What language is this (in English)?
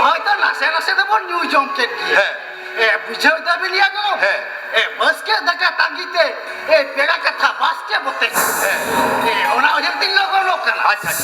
Santali